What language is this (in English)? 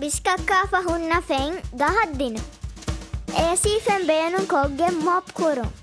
Divehi